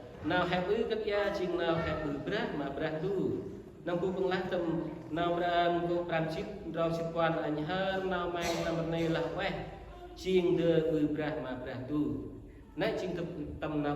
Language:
Central Mnong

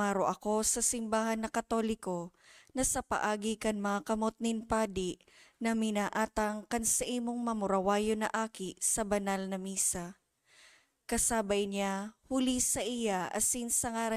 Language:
Bikol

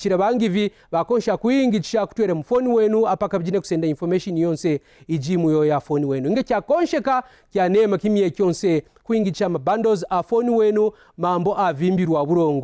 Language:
Kaonde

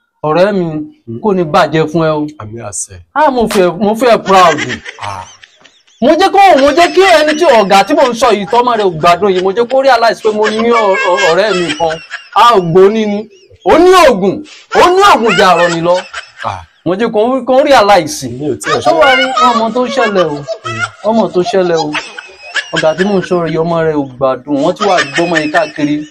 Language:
Yoruba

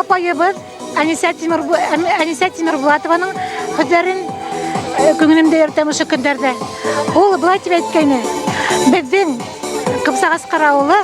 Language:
Bashkir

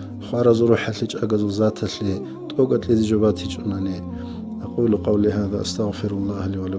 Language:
Avaric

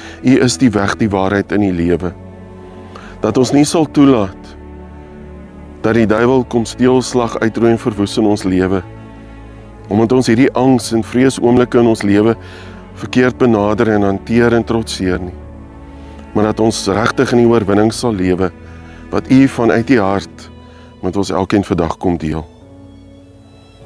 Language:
Afrikaans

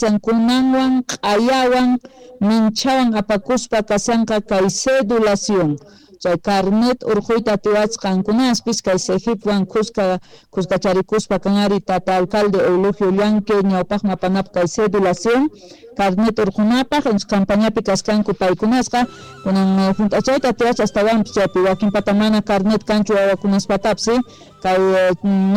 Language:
Quechua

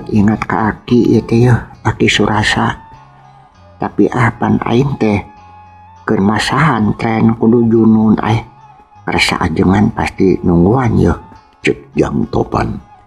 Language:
Sundanese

